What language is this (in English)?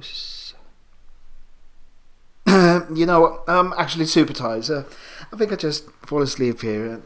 English